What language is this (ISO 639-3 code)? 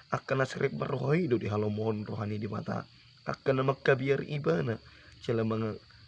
bbc